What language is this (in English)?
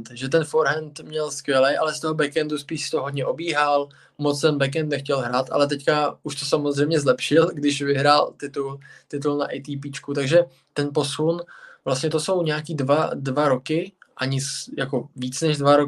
Czech